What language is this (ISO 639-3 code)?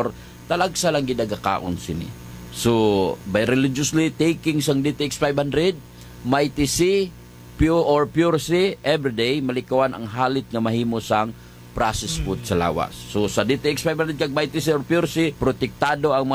hil